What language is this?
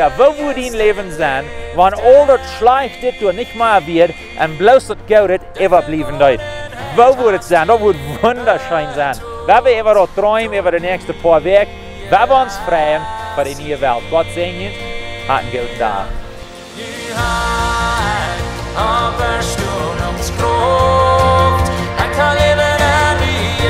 Plautdietsch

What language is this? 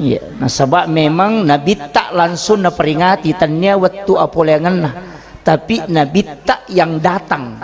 Buginese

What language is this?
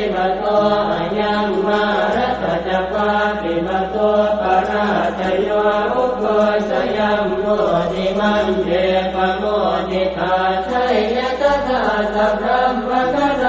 Pali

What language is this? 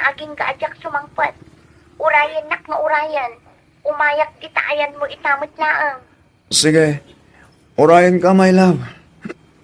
Iloko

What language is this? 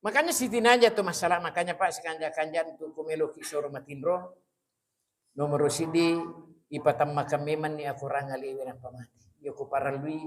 Buginese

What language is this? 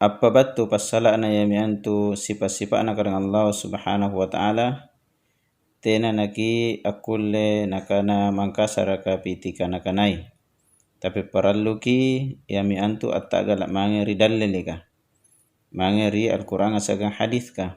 Makasar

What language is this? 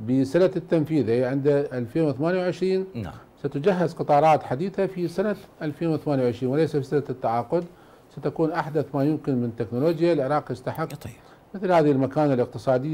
Arabic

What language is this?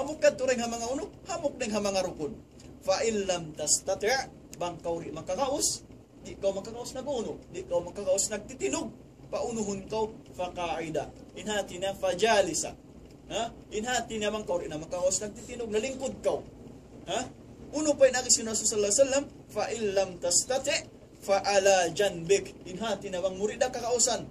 Tausug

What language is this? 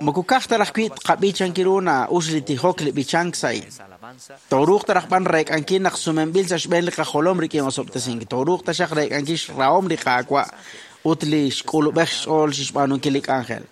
Kekchí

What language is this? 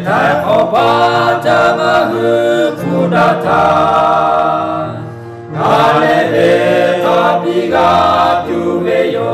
Lahu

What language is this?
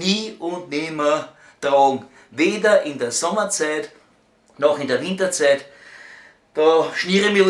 Bavarian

